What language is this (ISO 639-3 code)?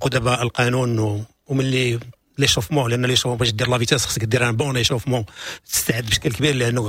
ary